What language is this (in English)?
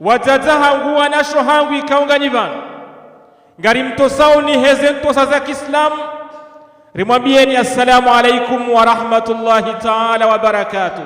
Ngazidja Comorian